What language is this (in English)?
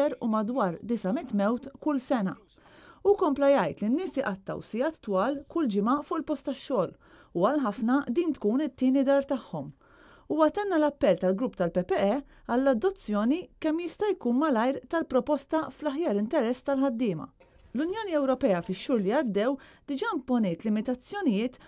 Maltese